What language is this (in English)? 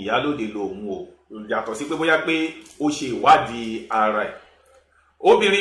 Yoruba